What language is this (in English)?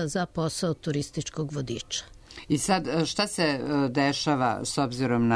Serbian